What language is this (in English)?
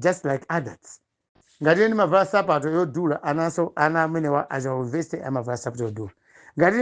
Nyanja